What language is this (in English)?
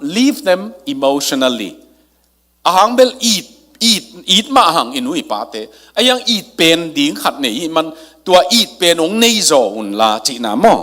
Tedim Chin